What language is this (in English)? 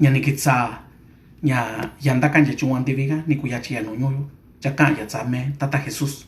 Mixtepec Mixtec